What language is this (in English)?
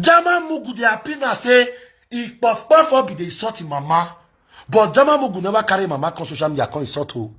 Nigerian Pidgin